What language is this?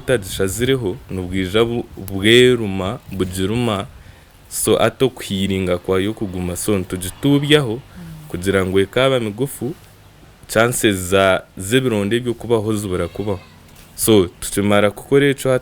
Nyankole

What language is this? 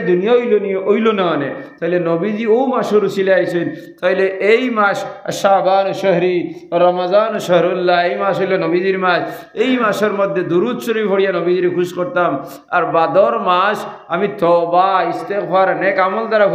Sylheti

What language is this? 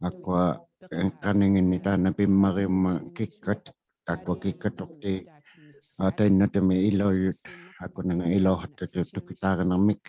Inuktitut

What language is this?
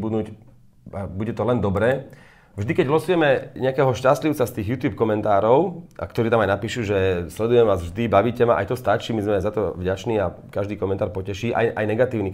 Slovak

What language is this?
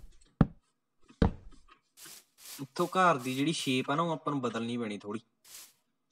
Punjabi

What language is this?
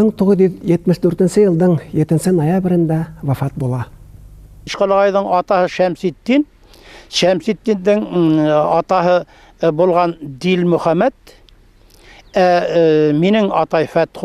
Bashkir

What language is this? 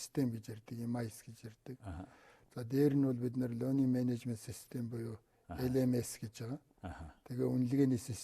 Mongolian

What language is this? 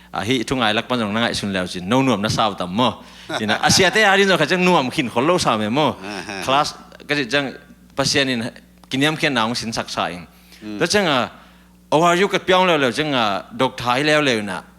Tedim Chin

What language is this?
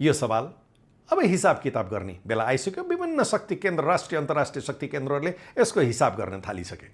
Nepali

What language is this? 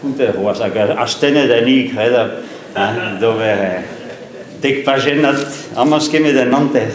Breton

